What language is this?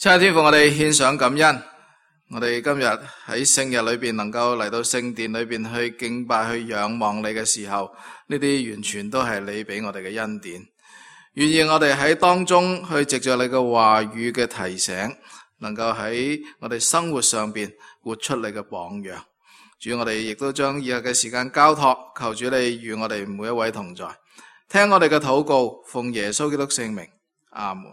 Cantonese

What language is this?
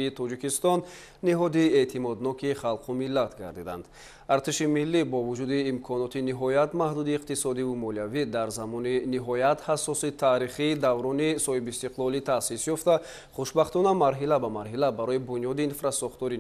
Tajik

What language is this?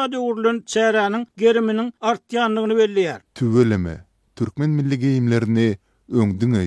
Turkmen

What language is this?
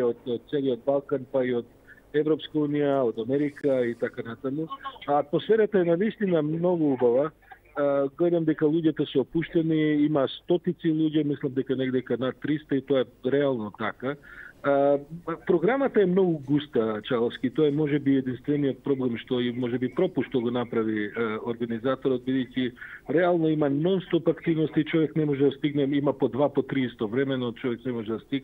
Macedonian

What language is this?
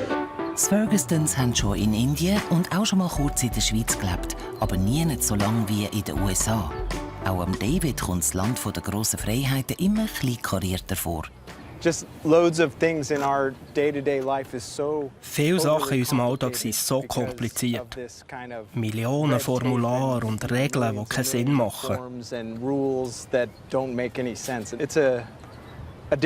Swiss German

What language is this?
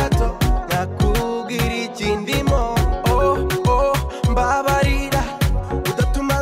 Kinyarwanda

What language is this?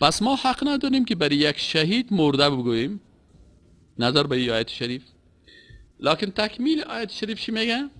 Persian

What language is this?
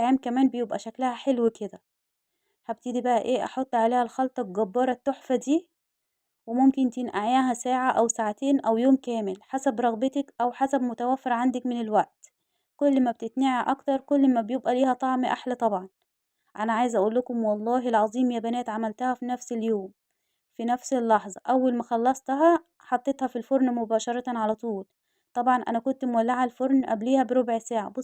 Egyptian Arabic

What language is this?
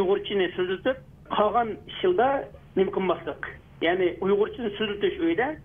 Uyghur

